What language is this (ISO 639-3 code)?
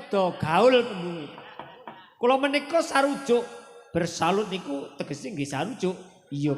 jav